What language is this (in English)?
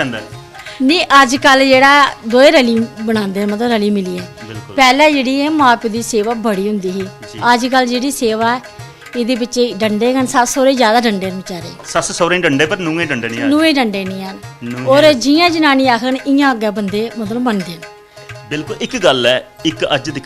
Dogri